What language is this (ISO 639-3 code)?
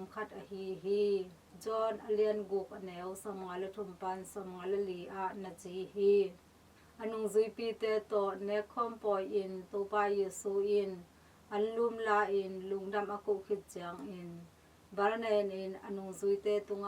ctd